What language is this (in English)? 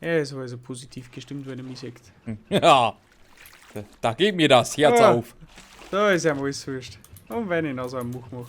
Bavarian